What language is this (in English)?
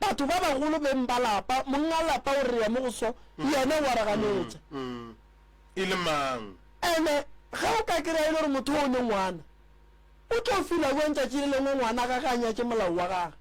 Northern Sotho